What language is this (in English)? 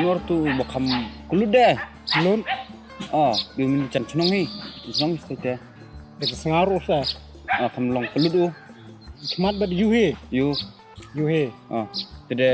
Khasi